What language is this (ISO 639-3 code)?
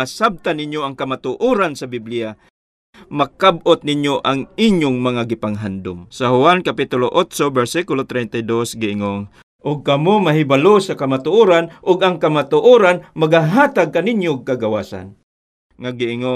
ceb